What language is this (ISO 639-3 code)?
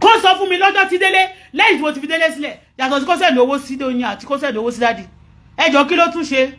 yor